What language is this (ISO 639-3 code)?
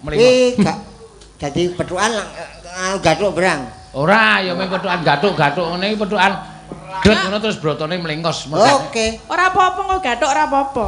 jav